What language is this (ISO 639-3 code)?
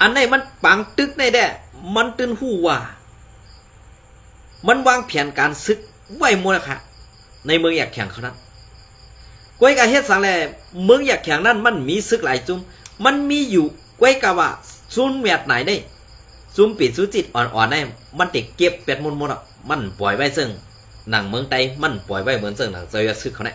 shn